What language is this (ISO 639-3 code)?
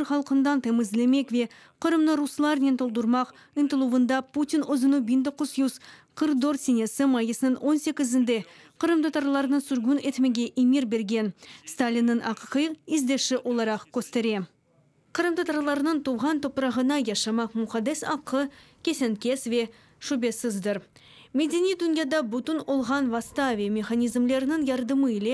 crh